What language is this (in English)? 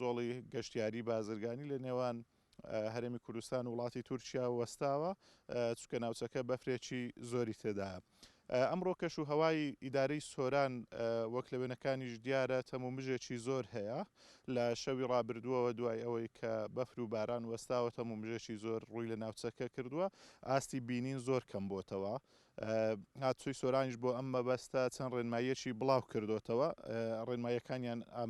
Central Kurdish